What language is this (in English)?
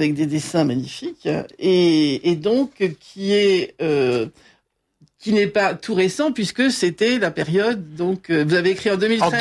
French